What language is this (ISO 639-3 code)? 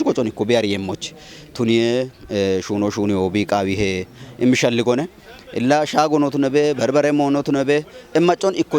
kbr